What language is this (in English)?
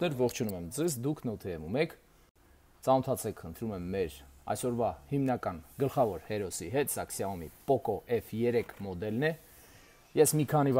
Armenian